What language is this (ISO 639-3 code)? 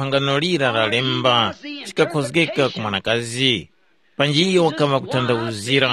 tum